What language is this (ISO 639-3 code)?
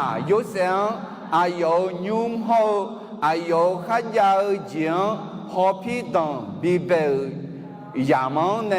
ahk